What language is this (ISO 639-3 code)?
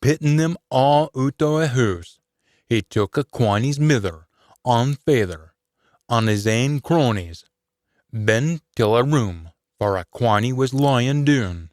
sco